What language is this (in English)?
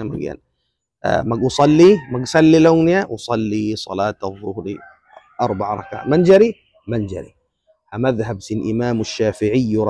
Tausug